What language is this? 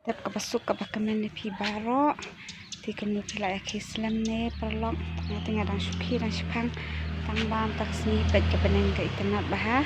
Khasi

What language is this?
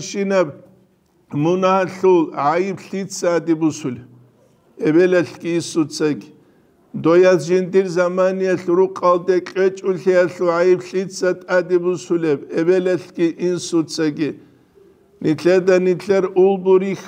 Avaric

